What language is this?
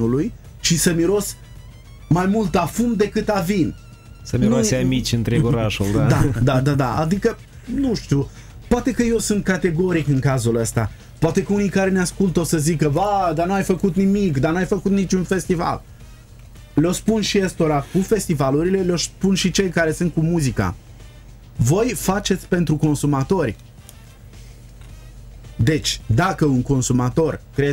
Romanian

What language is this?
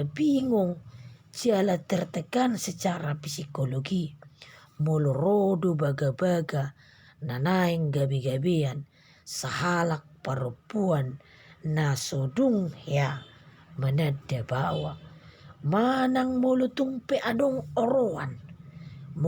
Batak Toba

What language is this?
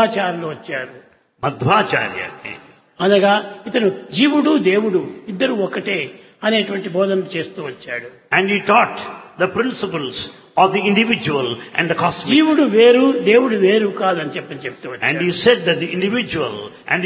Telugu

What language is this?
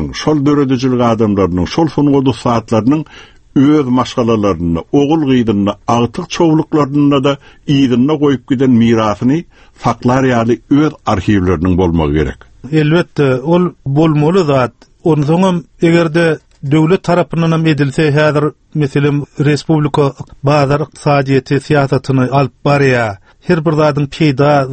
Turkmen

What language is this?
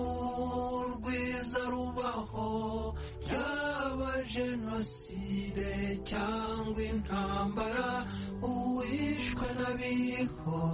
Kinyarwanda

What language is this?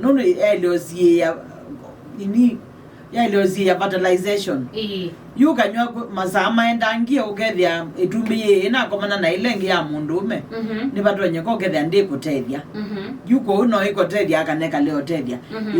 Kamba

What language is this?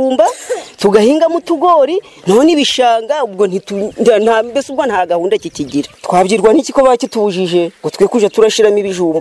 Kinyarwanda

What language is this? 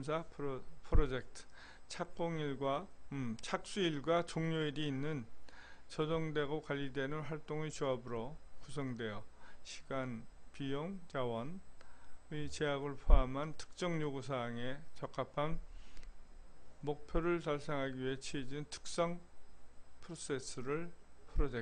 Korean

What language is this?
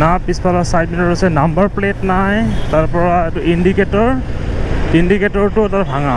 Assamese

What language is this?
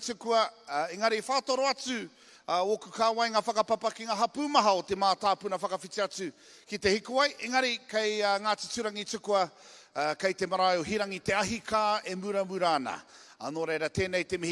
Māori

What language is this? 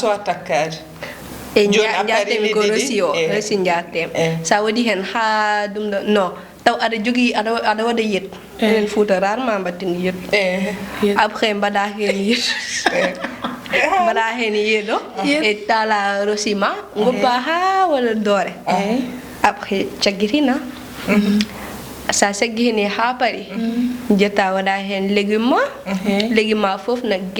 Fula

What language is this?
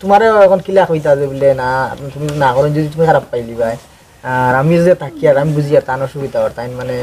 Sylheti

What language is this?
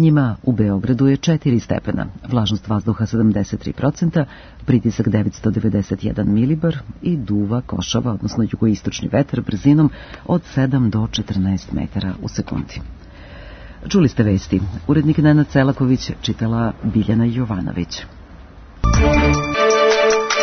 Serbian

